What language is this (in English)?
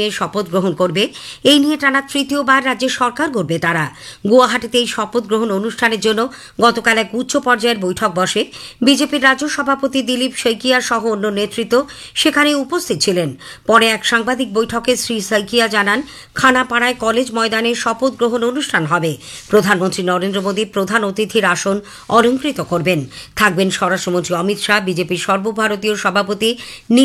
Bangla